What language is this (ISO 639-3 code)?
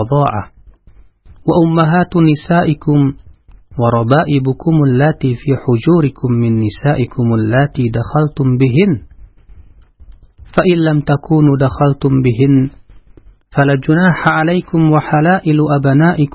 ind